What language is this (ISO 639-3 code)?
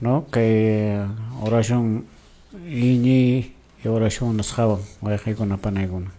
que